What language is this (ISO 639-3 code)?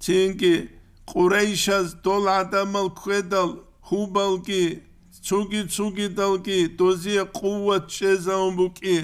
ava